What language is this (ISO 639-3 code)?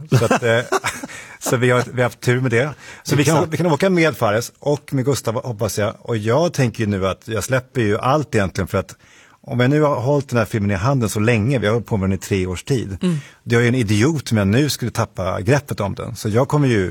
swe